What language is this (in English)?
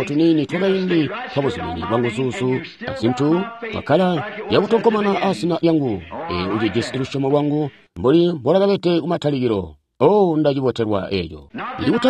Tonga (Zambia)